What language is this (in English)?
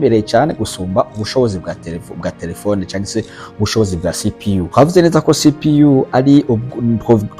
Rundi